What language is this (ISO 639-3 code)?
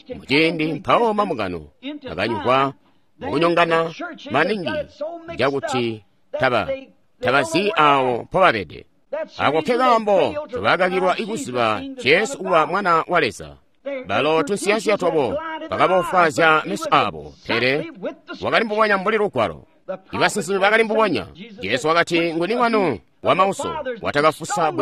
toi